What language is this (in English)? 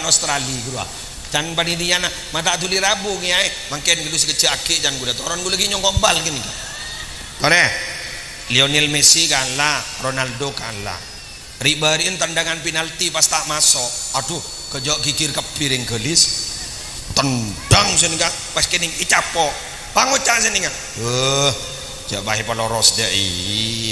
Madurese